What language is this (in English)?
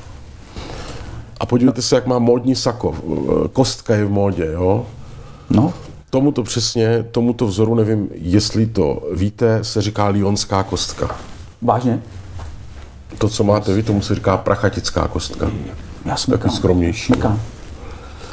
Czech